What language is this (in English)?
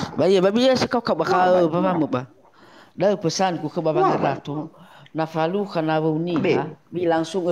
Nias